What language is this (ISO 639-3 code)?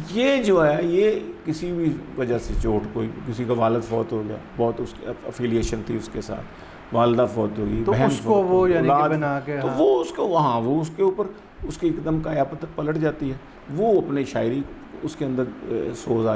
urd